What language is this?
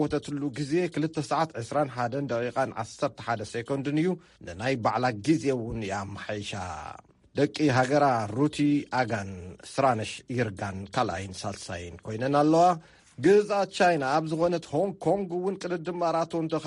Tigrinya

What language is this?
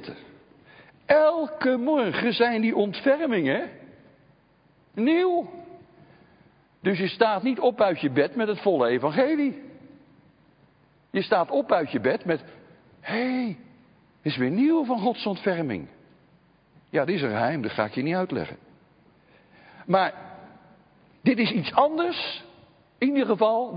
Dutch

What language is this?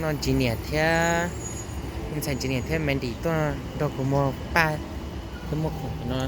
Hmong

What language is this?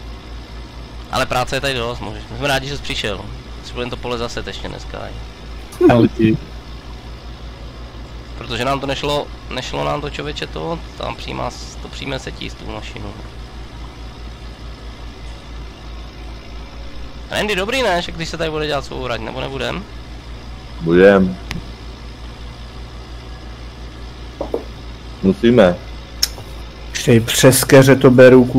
Czech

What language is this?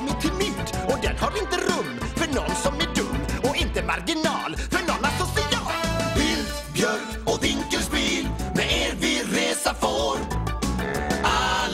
Swedish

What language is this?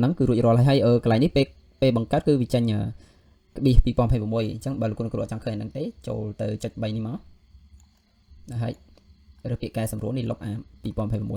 Khmer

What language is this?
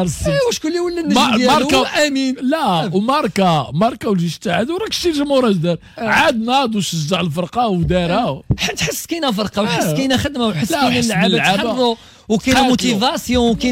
Moroccan Arabic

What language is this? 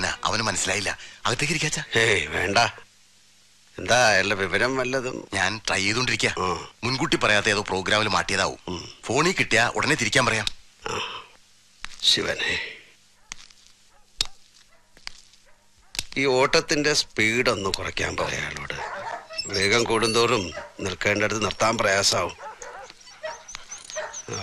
Malayalam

